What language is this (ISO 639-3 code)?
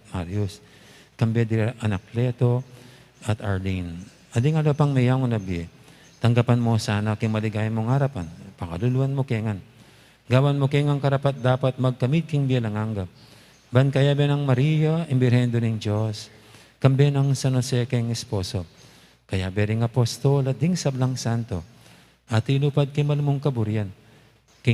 pam